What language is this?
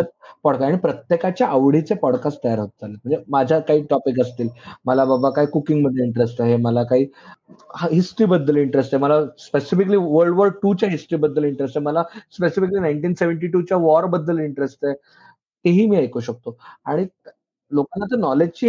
Marathi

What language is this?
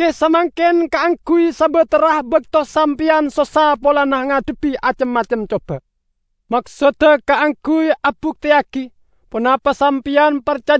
Madurese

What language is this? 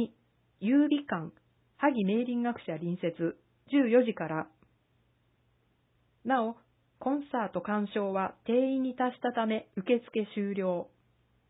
Japanese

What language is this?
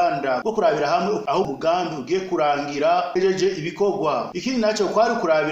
Rundi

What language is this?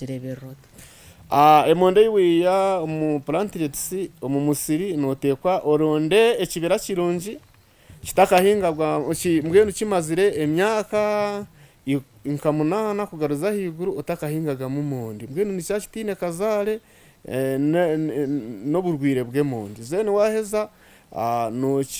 Nyankole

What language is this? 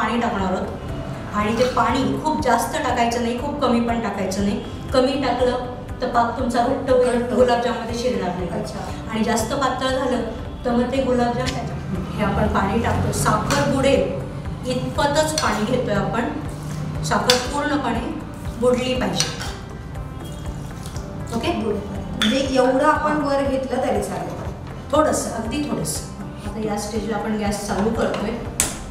Marathi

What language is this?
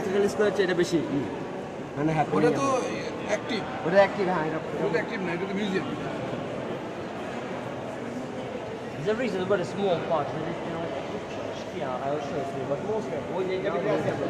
Bangla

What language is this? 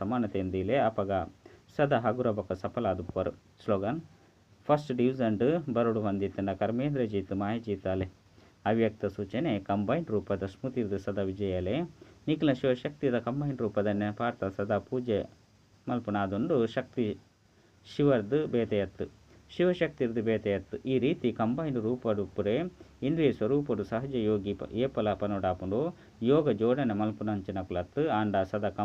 Tulu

